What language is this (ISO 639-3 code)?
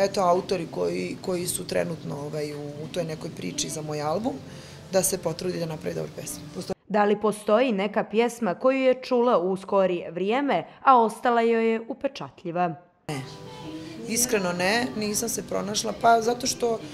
srp